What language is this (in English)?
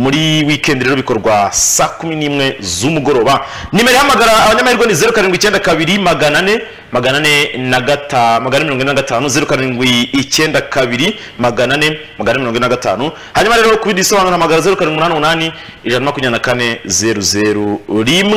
Kinyarwanda